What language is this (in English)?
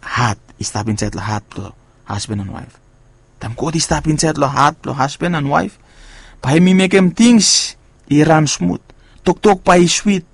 Bislama